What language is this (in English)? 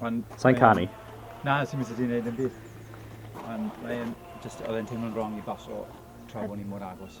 Welsh